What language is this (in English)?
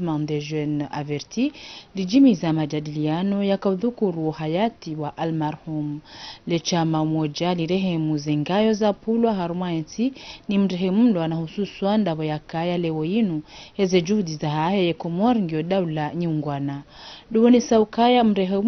Ngazidja Comorian